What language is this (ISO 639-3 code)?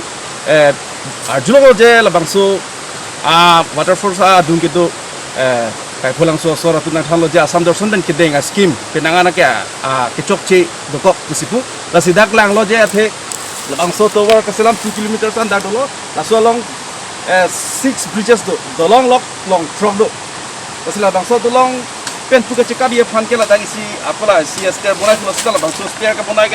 mjw